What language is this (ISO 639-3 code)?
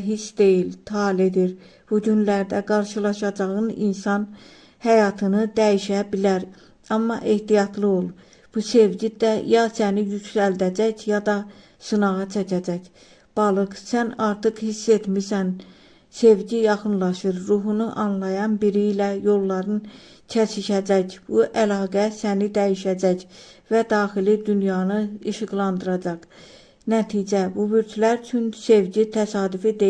aze